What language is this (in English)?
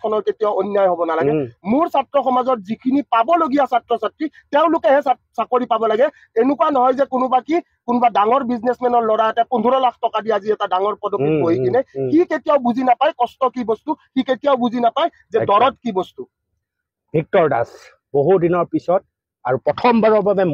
Assamese